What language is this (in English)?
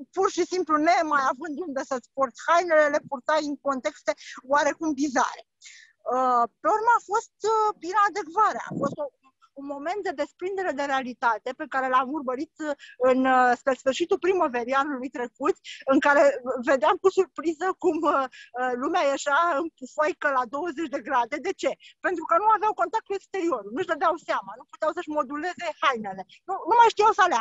Romanian